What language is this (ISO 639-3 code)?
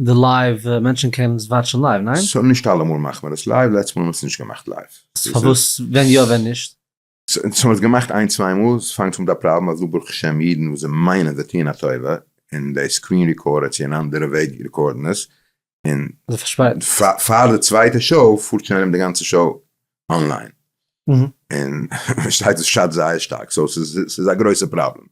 yid